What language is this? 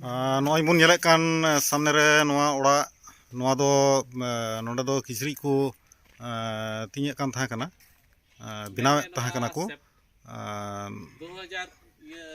Santali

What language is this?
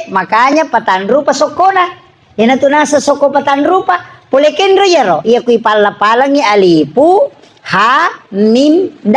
Buginese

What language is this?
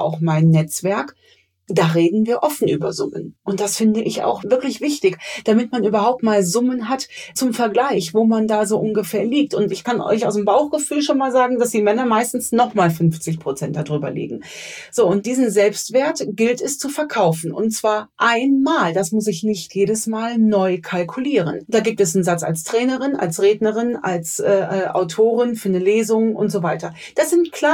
German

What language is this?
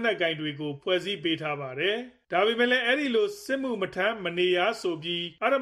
Burmese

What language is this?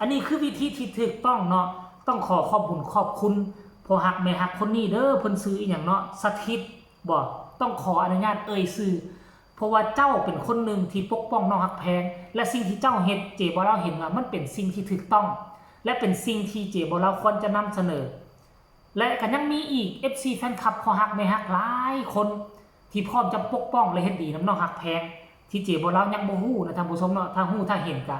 Northeastern Thai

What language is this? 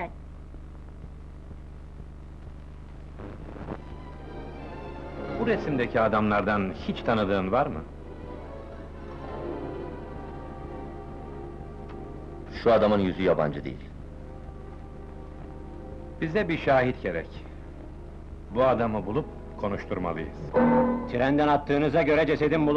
Turkish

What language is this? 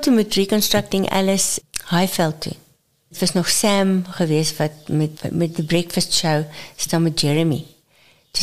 Afrikaans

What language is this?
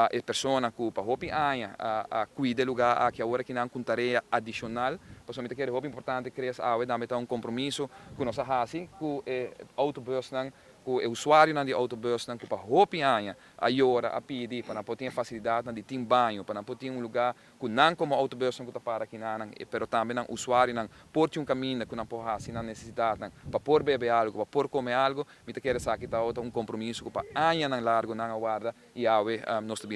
Papiamento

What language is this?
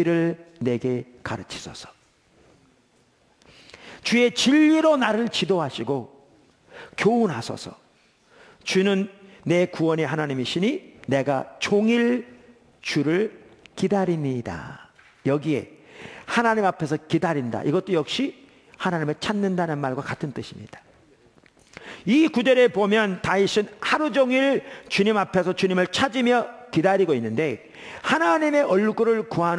Korean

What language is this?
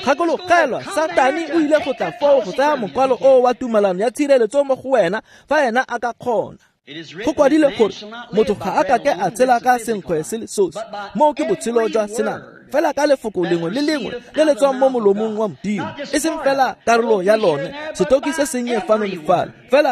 Tswana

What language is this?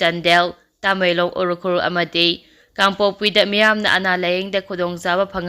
Manipuri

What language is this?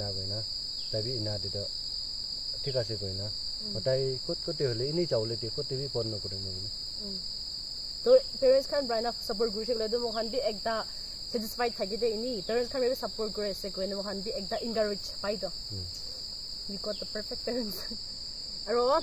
Naga Pidgin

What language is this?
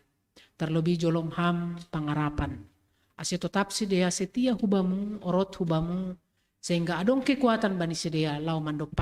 Batak Simalungun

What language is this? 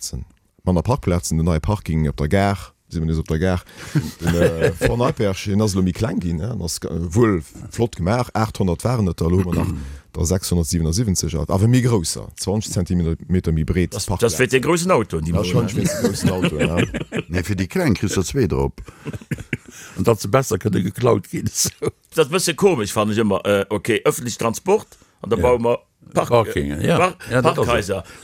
Luxembourgish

